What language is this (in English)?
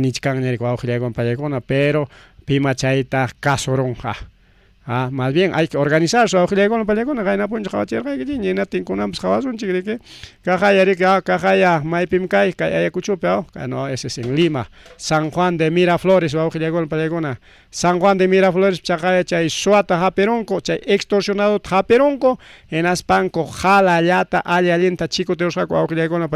Ayacucho Quechua